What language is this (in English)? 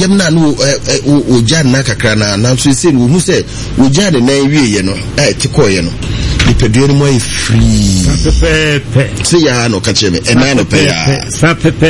Akan